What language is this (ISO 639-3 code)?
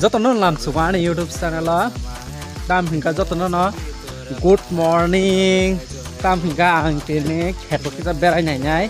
trp